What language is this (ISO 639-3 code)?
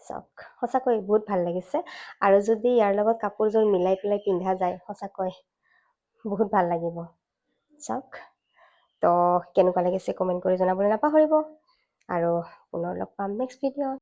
asm